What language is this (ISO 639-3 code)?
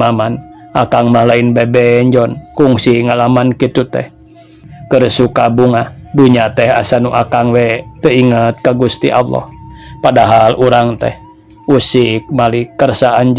sun